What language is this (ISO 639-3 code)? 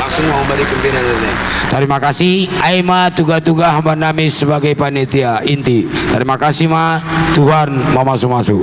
bts